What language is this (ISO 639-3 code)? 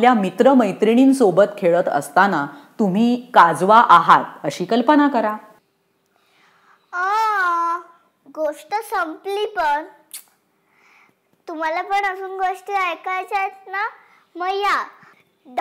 mar